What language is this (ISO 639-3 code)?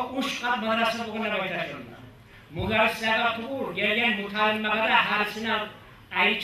kum